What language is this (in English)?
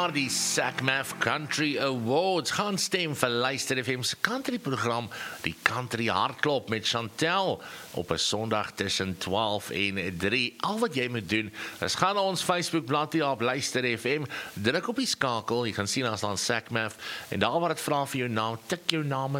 Afrikaans